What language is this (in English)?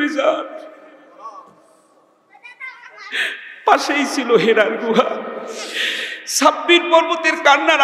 Bangla